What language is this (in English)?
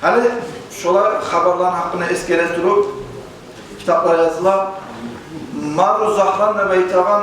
Kumyk